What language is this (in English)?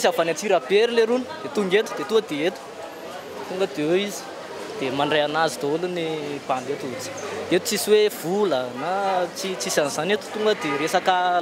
Malagasy